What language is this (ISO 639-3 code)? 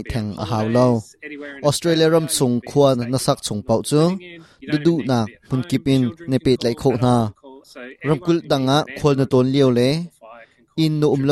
cnh